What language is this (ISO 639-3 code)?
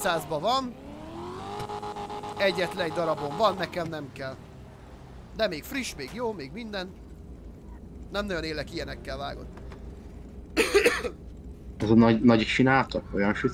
hun